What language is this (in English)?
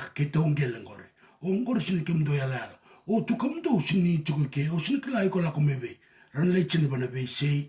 Fijian